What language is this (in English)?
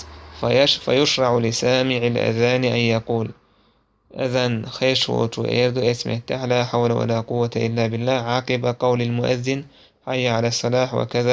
Chechen